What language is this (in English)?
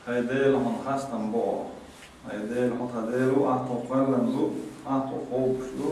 Chechen